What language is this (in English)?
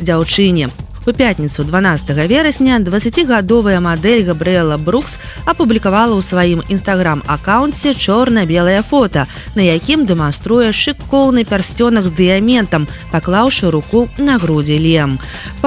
Belarusian